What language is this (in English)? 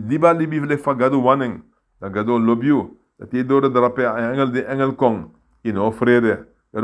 Sranan Tongo